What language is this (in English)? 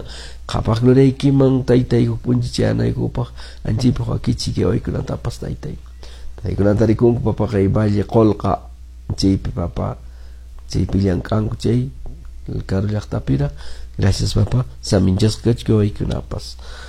Quechua